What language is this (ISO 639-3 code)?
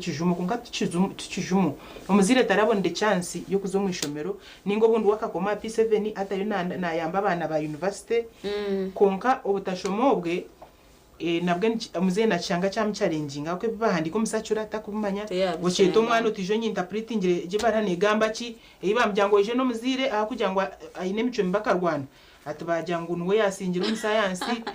nyn